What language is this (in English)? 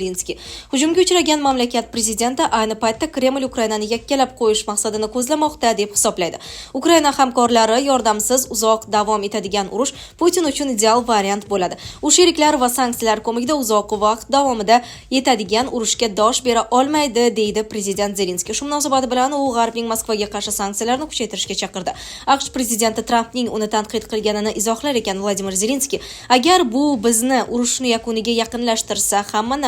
Uzbek